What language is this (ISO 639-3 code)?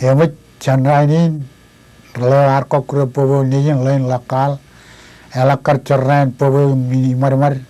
mah